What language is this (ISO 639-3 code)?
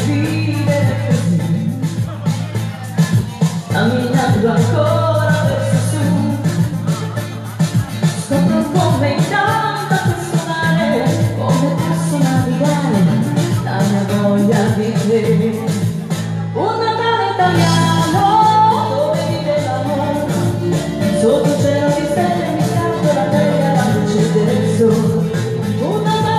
ita